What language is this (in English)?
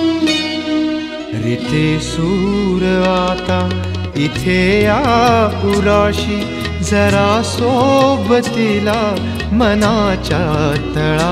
Marathi